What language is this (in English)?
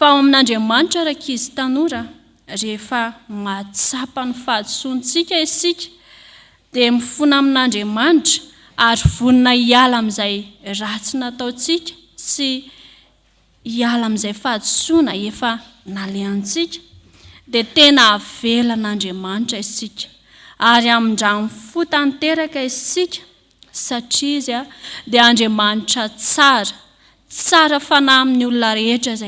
Malagasy